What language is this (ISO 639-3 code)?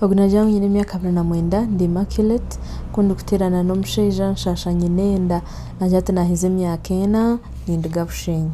nyn